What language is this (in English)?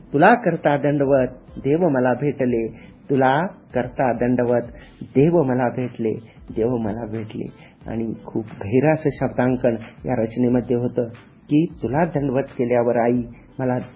Marathi